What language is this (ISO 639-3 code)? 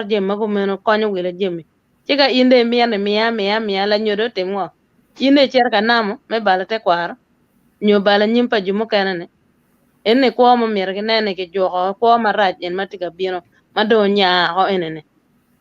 ach